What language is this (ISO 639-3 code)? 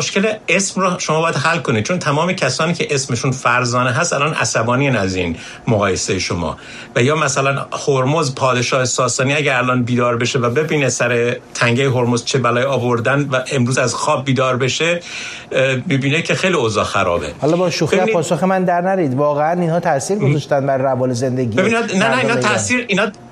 fas